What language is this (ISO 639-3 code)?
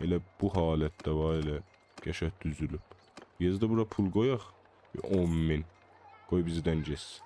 azb